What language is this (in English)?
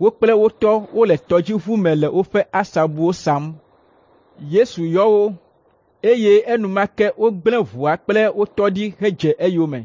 Ewe